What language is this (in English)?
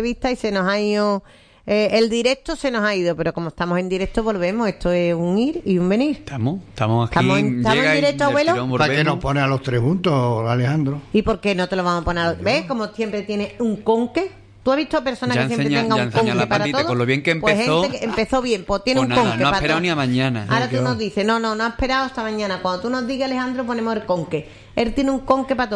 Spanish